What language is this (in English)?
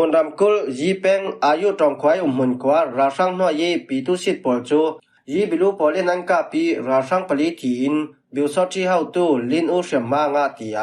Falam Chin